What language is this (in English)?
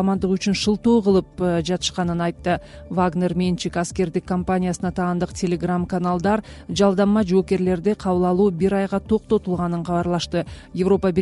Kyrgyz